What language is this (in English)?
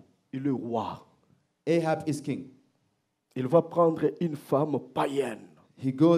French